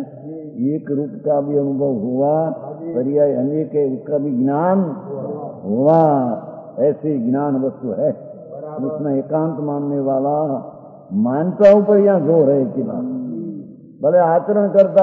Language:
Hindi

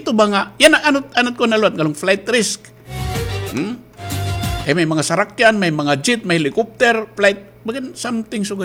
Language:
Waray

